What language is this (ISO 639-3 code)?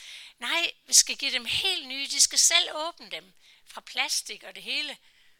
dan